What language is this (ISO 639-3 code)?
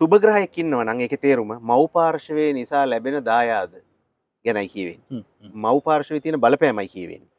sin